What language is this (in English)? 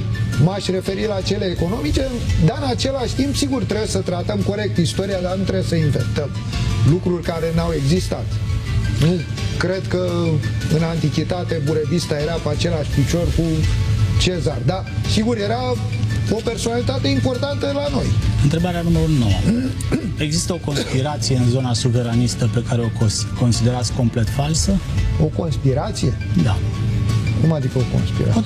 Romanian